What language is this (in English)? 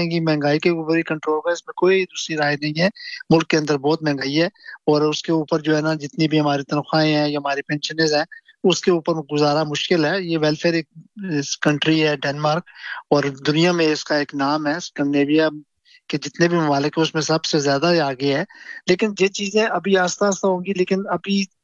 Urdu